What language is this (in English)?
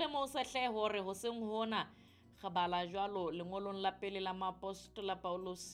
Southern Sotho